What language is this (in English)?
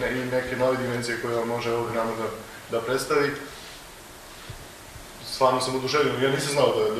Serbian